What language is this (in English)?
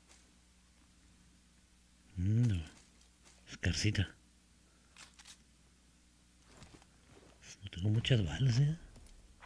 Spanish